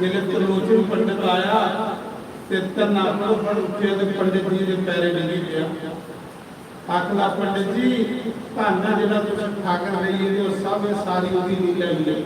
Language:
Dogri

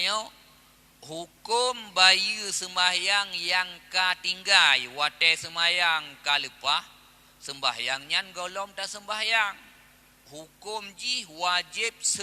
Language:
Achinese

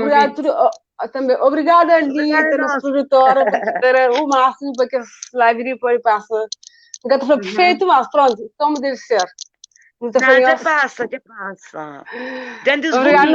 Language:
Kabuverdianu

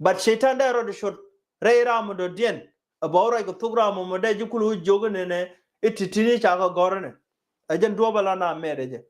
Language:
Nuer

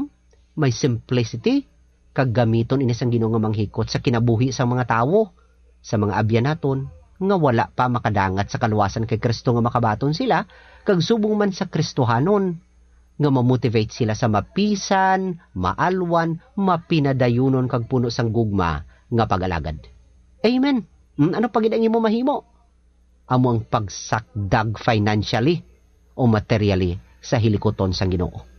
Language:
Hiligaynon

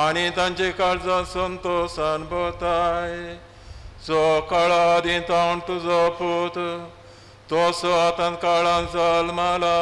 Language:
Konkani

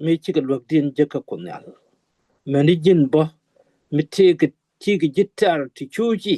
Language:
Nuer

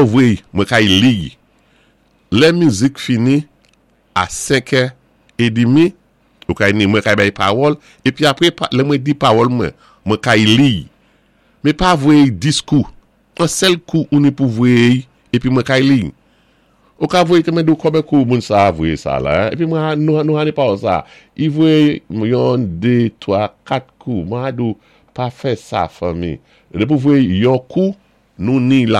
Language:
Saint Lucian Creole French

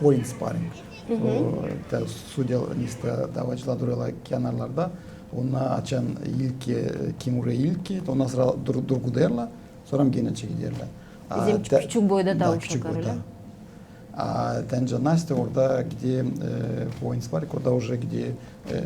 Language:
Gagauz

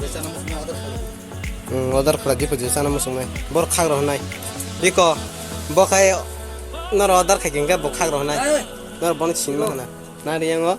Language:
Kok Borok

